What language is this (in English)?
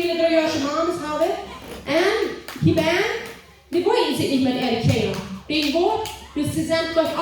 Plautdietsch